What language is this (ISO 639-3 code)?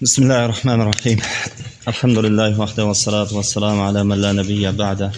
uig